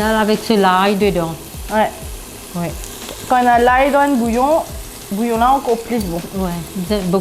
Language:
Morisyen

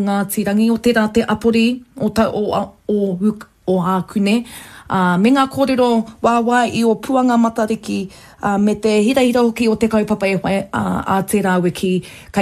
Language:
Māori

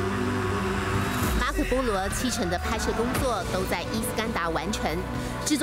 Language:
Chinese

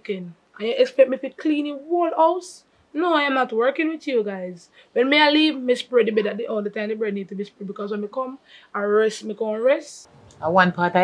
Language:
Jamaican Creole English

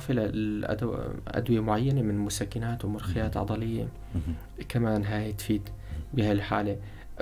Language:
North Levantine Arabic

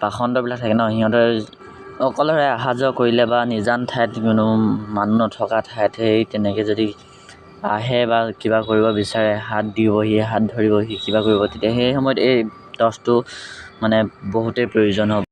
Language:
Assamese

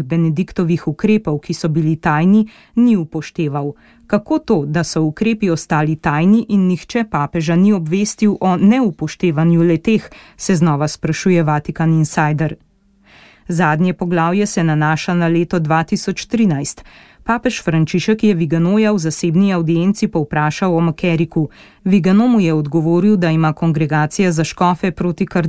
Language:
Slovenian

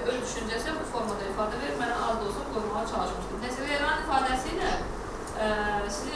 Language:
Azerbaijani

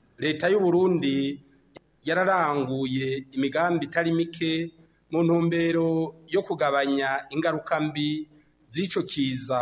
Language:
Rundi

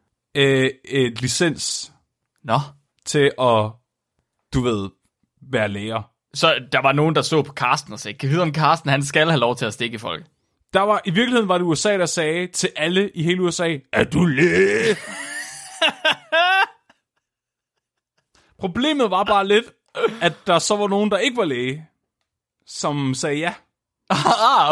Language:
Danish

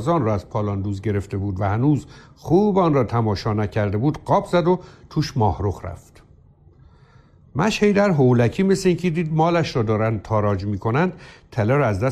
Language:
Persian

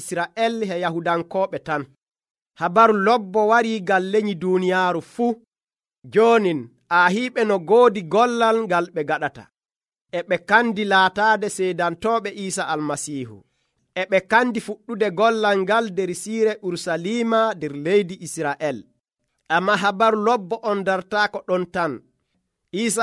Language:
Nigerian Fulfulde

